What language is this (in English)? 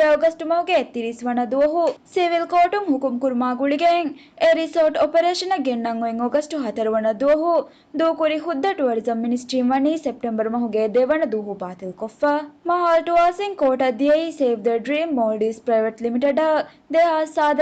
Divehi